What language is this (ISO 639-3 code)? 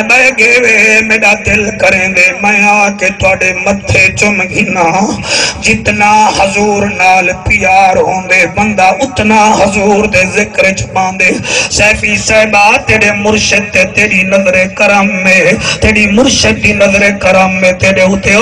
skr